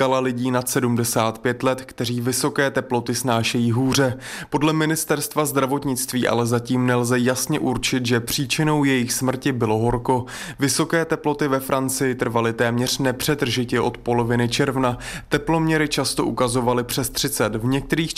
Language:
Czech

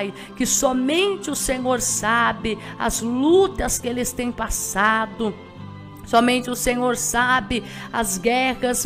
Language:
Portuguese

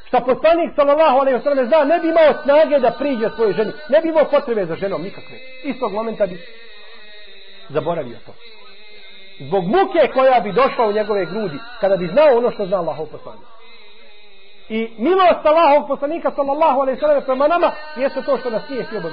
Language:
Bosnian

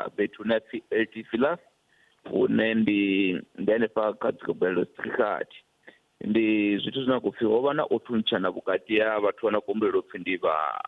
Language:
Venda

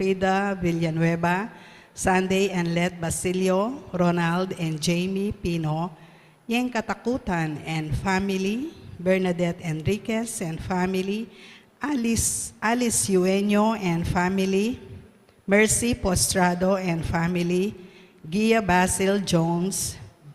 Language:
Pampanga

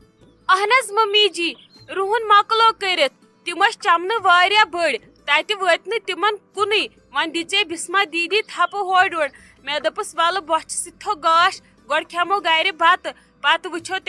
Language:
Kashmiri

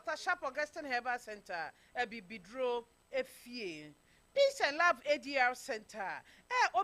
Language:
Akan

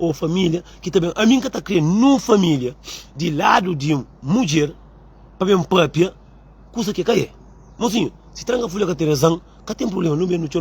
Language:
Kabuverdianu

